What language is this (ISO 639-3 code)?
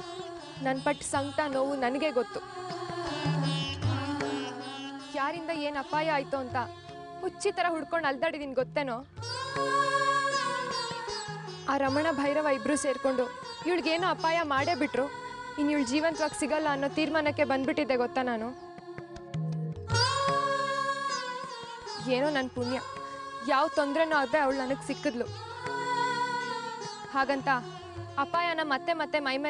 kan